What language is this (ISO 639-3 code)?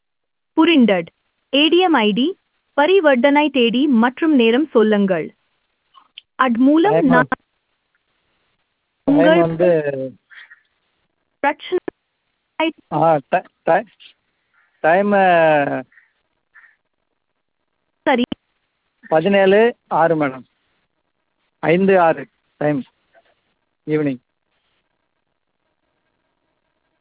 tam